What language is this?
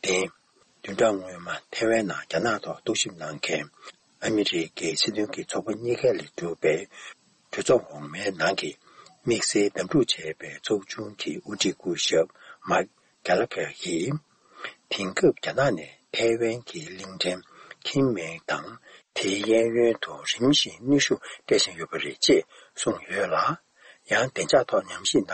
Tibetan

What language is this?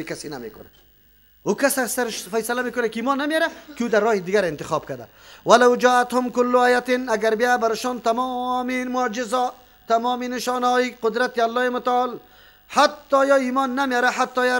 Persian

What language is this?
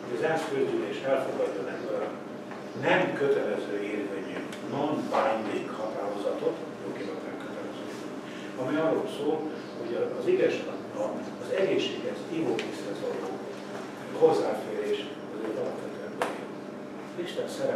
Hungarian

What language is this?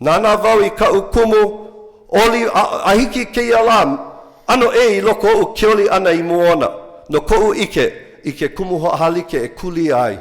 Hawaiian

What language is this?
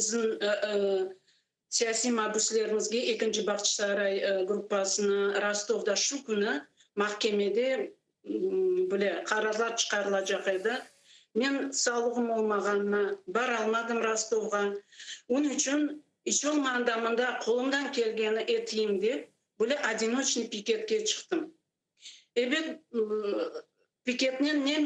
Crimean Tatar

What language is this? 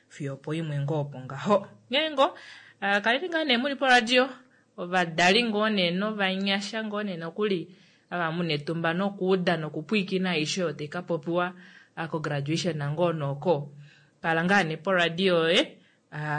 Kuanyama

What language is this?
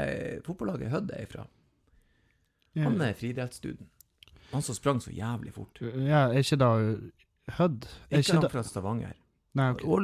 Norwegian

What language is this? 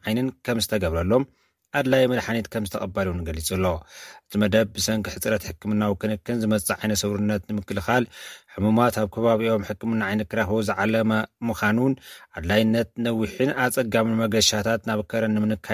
Tigrinya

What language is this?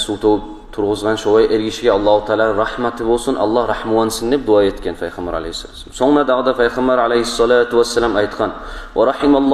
Kumyk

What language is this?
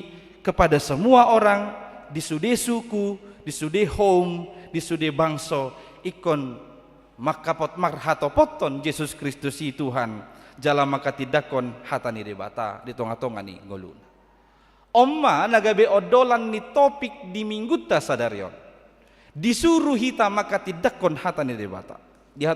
Batak Toba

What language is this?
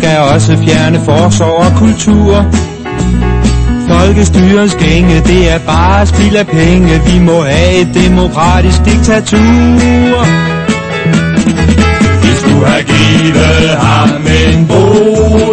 Danish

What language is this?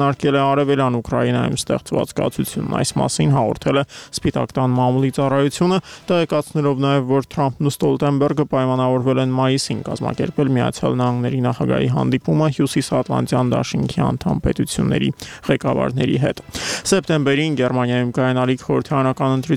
Armenian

